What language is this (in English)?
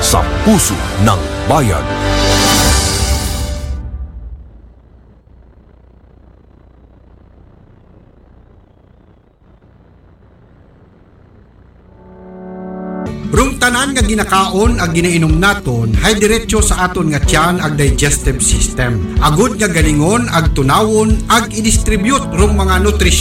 Aklanon